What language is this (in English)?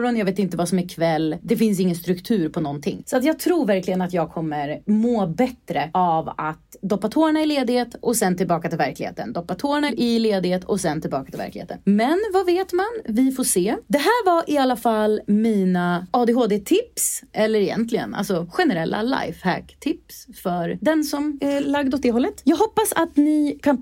Swedish